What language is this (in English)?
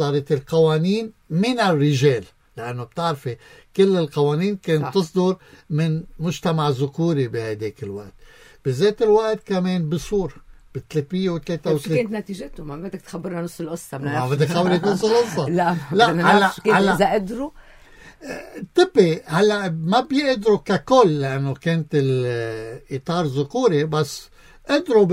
North Levantine Arabic